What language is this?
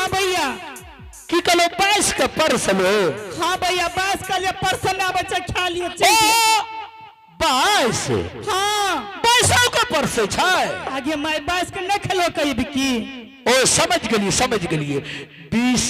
Angika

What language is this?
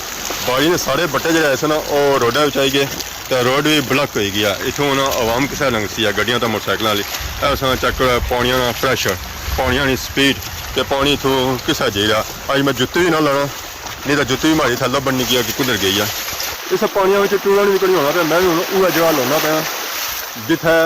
Pahari-Potwari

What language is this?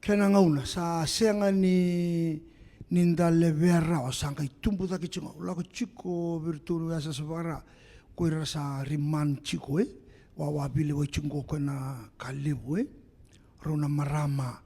Fijian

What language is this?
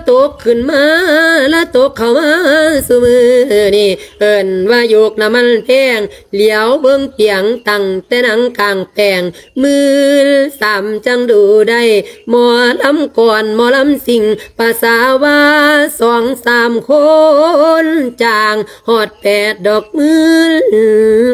Lao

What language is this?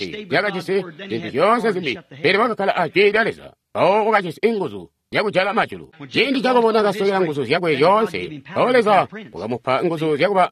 Tonga (Zambia)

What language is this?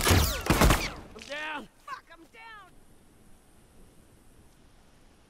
English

